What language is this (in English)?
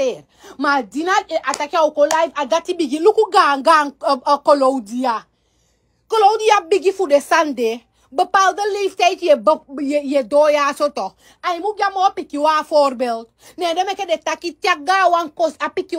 Sranan Tongo